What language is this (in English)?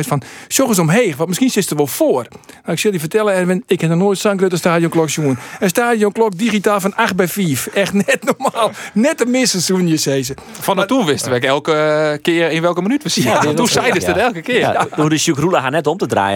Western Frisian